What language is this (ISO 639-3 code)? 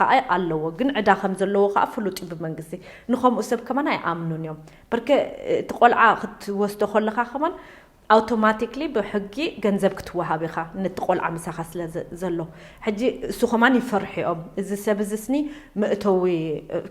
tir